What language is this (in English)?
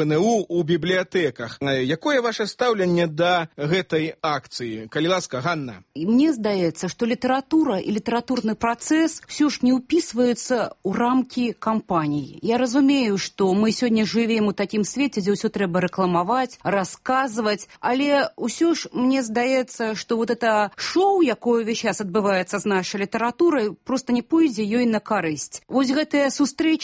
Belarusian